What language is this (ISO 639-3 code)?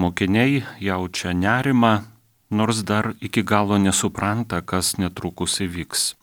lit